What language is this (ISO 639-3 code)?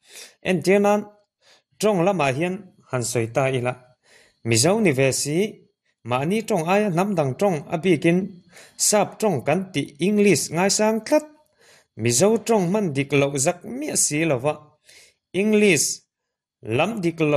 lus